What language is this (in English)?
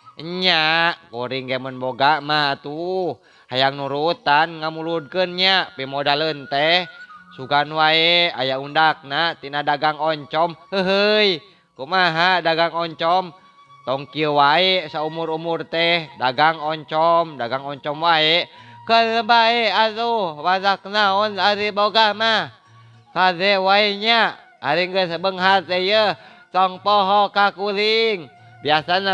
Sundanese